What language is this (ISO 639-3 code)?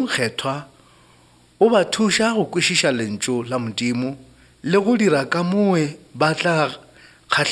nso